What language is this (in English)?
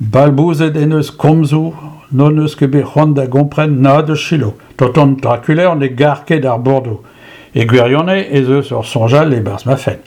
Breton